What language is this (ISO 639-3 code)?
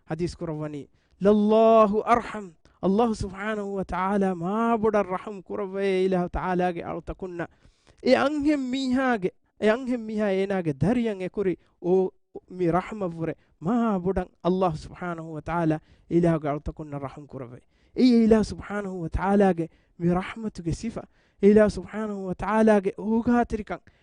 div